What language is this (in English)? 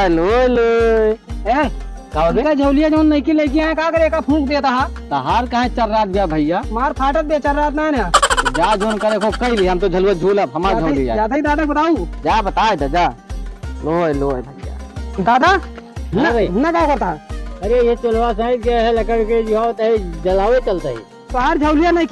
Awadhi